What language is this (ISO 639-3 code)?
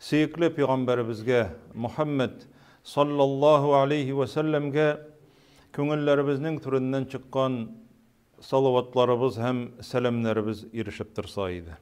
tat